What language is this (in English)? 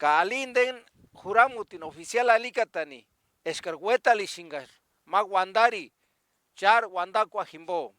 Purepecha